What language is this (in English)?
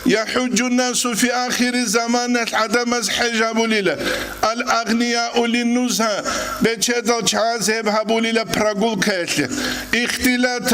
Avaric